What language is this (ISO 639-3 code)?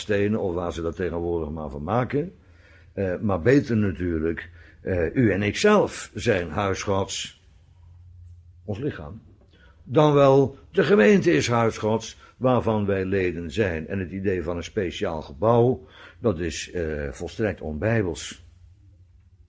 nld